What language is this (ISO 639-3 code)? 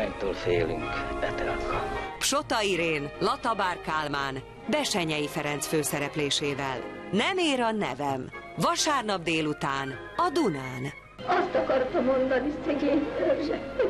hun